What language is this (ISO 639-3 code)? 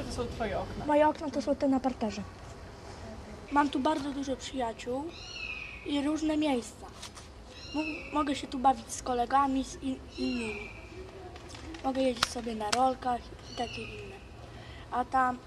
pol